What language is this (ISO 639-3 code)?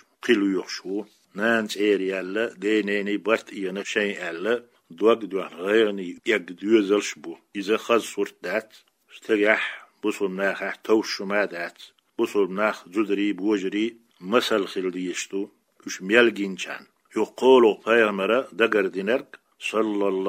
che